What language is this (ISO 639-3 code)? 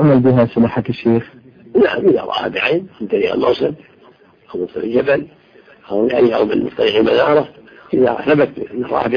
ara